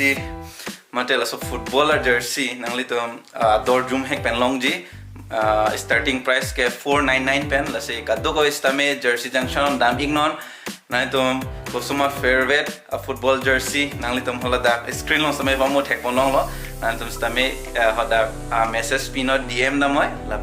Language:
Karbi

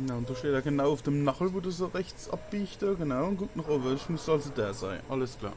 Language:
Palatine German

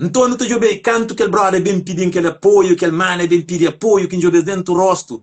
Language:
Kabuverdianu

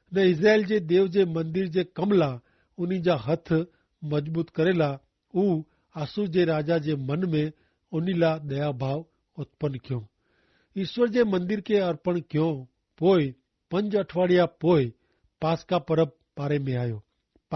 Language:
Kachhi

